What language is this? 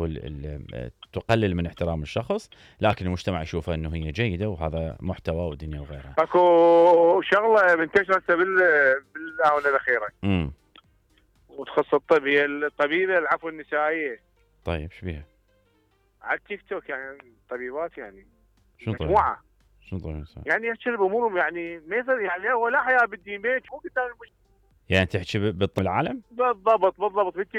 Mesopotamian Arabic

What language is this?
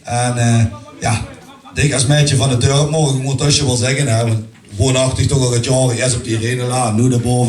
Limburgish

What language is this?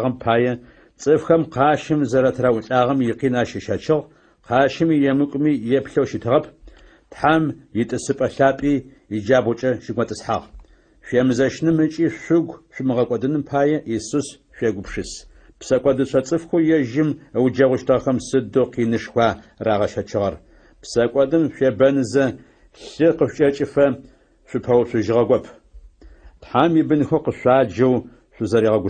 Adyghe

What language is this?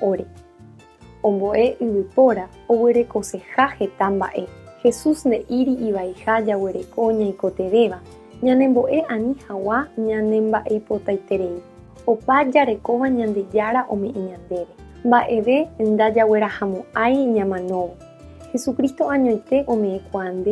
Guarani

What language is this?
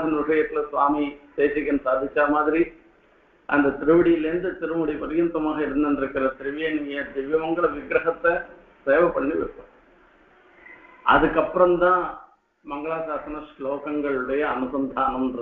Tamil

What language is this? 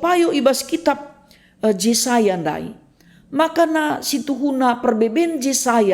Batak Karo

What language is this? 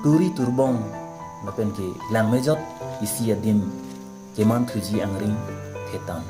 Karbi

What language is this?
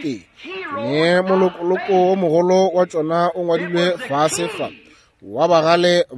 Northern Sotho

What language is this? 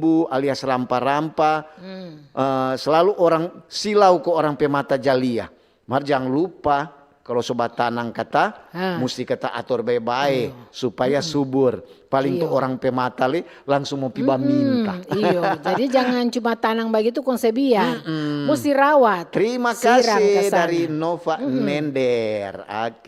Manado Malay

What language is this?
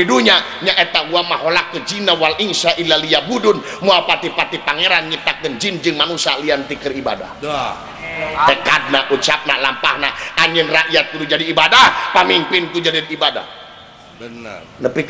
Sundanese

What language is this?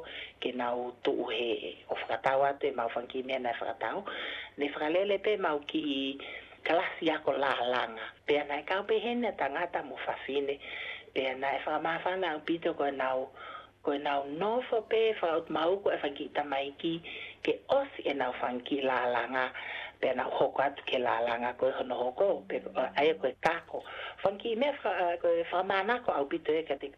Tongan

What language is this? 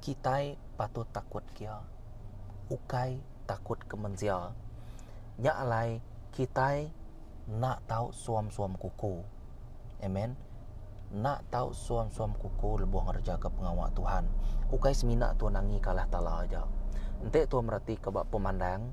Iban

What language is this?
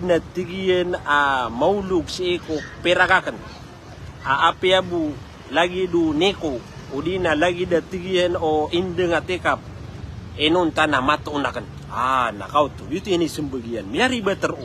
Maranao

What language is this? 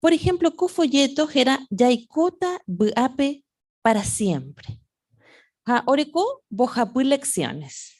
Guarani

